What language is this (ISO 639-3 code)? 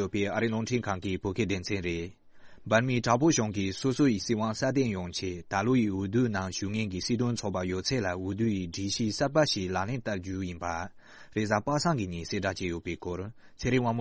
bod